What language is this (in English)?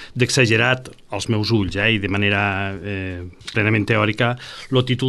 Catalan